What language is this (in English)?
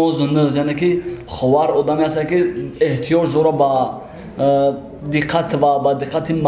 Tajik